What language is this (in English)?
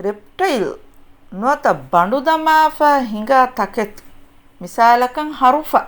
Divehi